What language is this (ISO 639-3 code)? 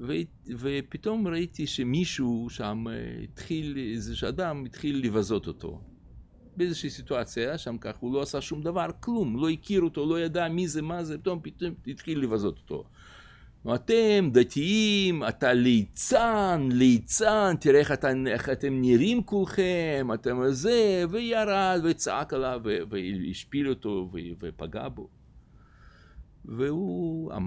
heb